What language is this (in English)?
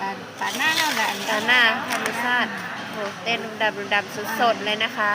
Northeastern Thai